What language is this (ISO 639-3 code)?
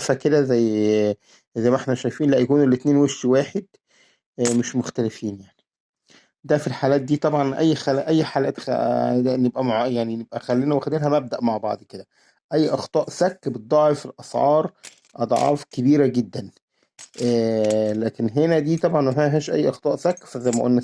arz